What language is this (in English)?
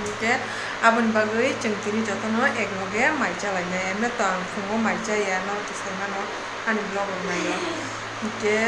Kok Borok